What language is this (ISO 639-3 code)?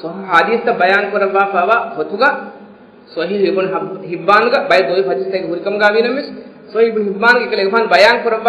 div